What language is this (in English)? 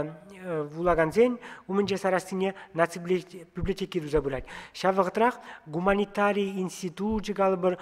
Chuvash